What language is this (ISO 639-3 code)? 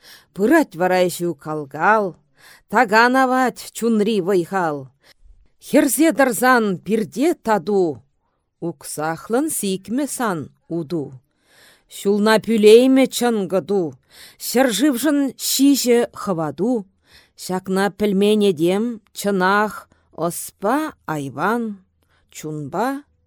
chv